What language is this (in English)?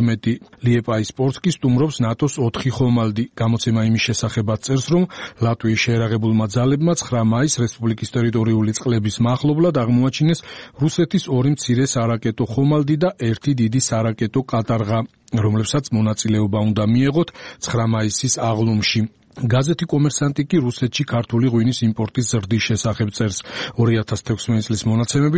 Georgian